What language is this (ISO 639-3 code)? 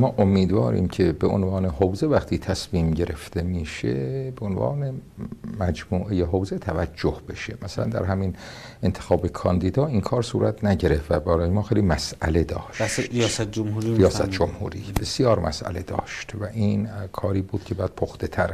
fas